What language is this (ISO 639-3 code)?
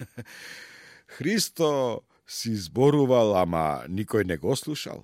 mkd